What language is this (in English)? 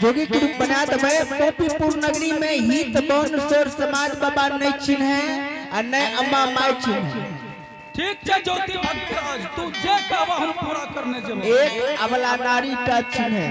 Angika